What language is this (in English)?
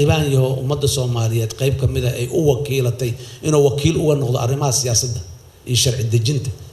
Somali